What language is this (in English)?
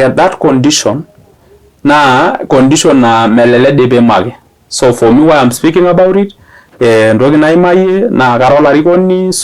Masai